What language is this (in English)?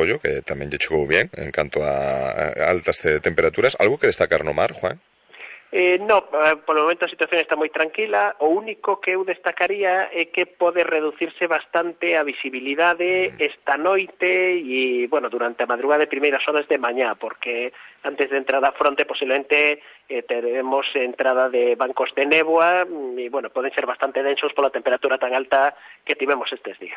Galician